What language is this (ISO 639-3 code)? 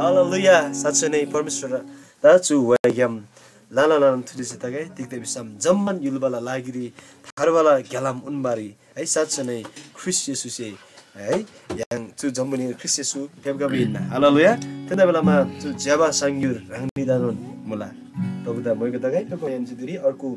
taj